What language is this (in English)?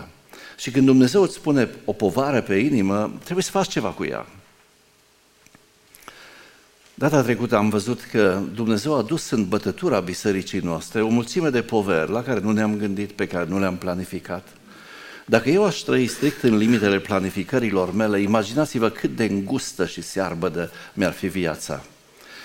Romanian